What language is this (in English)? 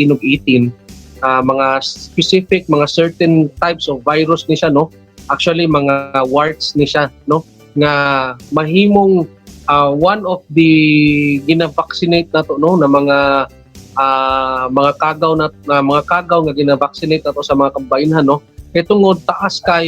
Cebuano